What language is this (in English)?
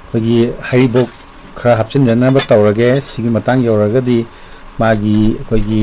Manipuri